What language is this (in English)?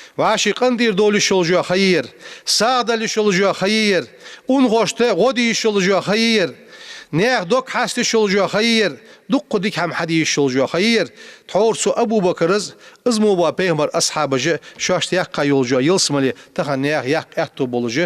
Ingush